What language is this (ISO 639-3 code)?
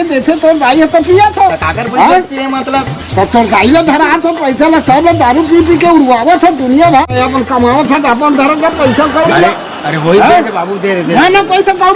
hne